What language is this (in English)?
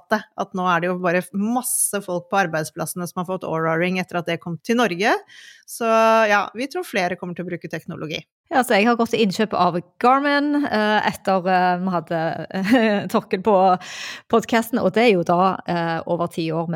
Norwegian